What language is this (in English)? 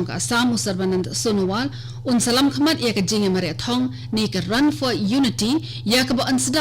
Khasi